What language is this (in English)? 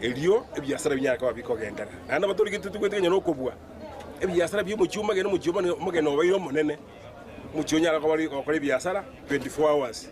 Gusii